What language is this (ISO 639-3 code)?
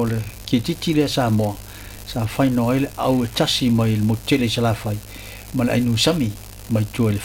smo